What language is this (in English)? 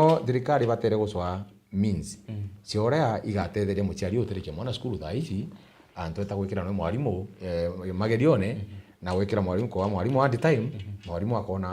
Meru